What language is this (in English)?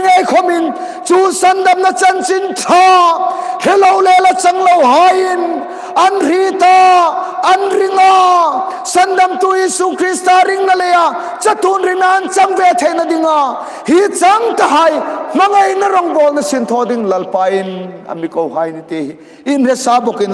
Hmar